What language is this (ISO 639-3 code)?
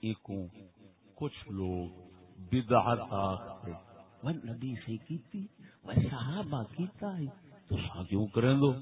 skr